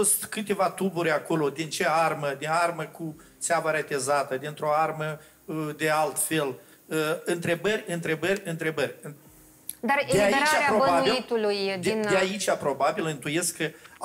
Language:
Romanian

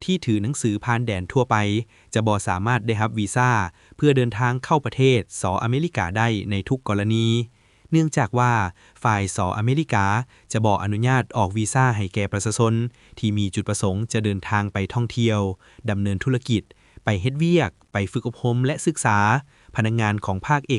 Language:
Lao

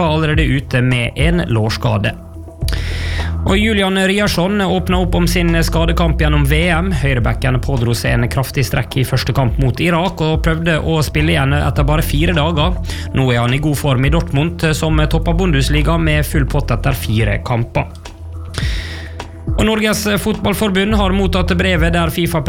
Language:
Norwegian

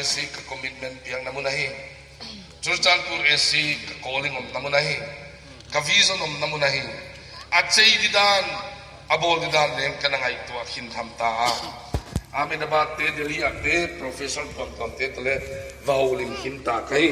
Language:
Paite Chin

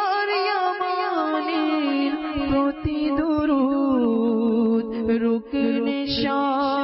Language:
Bangla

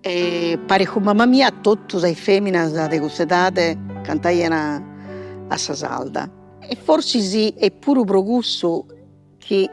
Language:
Sardinian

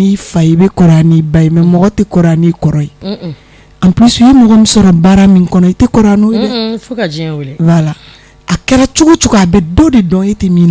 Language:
Bambara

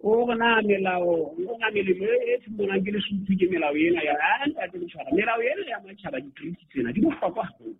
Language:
Southern Sotho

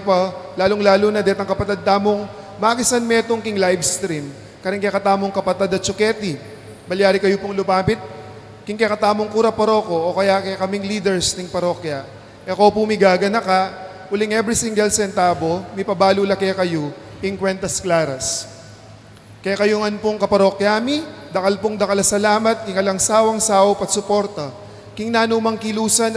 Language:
Pampanga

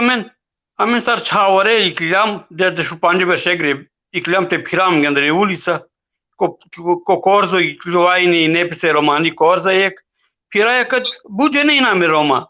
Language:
Balkan Romani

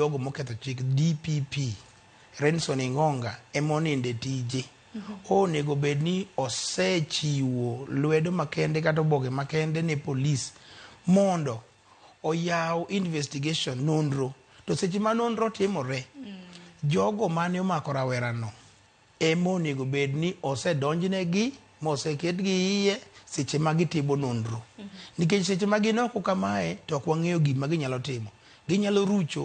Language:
Luo (Kenya and Tanzania)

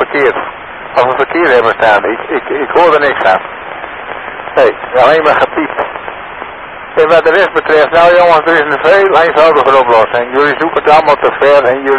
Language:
Dutch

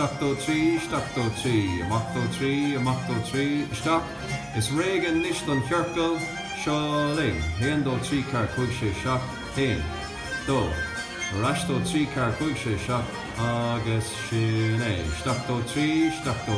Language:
Irish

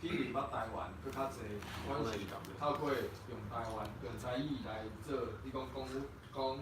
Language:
Min Nan Chinese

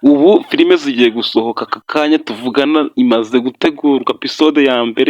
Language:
Kinyarwanda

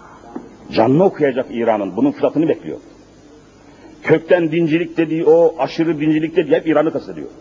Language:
Turkish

